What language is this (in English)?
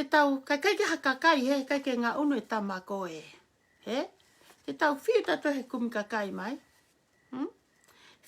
Tongan